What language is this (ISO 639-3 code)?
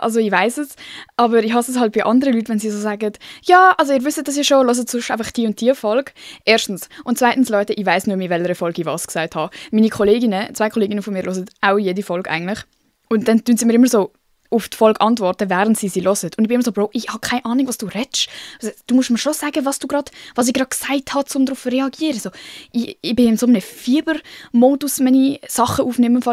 gsw